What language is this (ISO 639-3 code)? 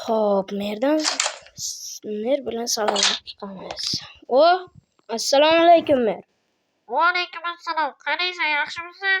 uzb